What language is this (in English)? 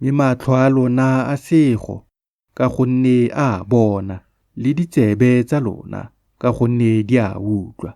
Tswana